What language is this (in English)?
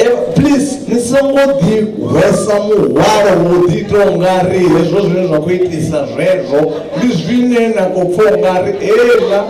Venda